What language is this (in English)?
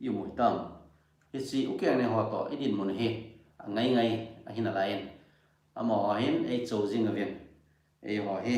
Thado Chin